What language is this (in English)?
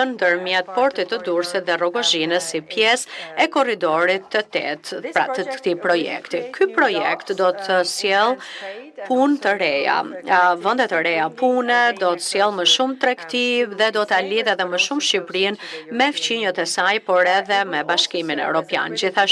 Albanian